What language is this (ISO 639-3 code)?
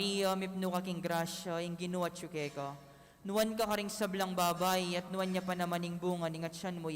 pam